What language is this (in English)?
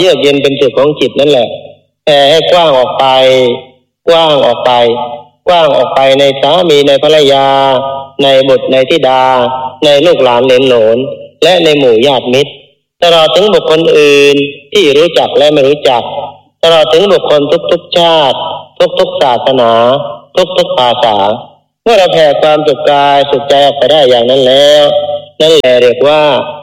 Thai